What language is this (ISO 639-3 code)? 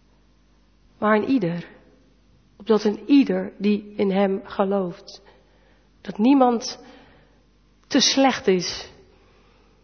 nld